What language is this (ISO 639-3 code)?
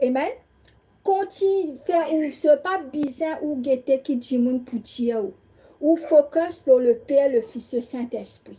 mfe